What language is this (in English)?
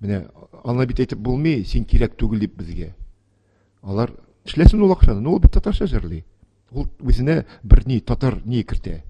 Tatar